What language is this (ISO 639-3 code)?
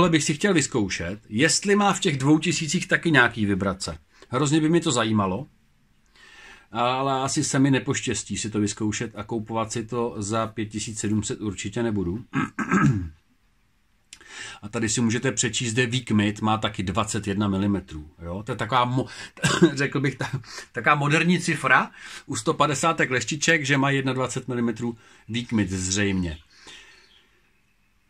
ces